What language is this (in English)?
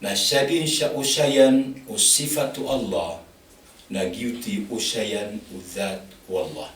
Maranao